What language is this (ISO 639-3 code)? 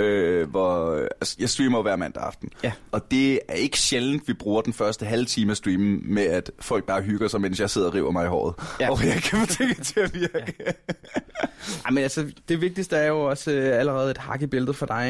dan